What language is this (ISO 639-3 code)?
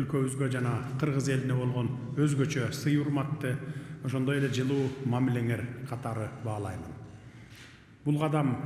kir